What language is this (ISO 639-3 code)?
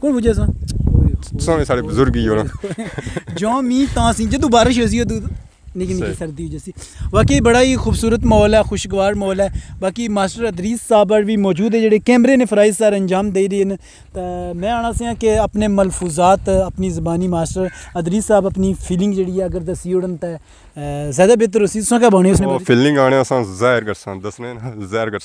phr